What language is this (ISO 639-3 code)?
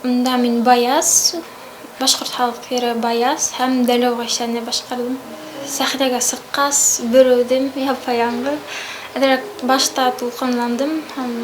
bak